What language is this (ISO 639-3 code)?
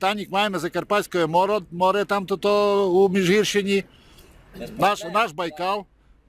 rue